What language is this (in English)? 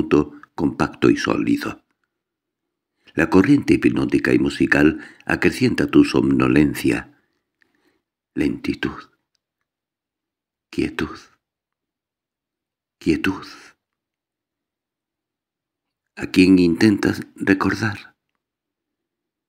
Spanish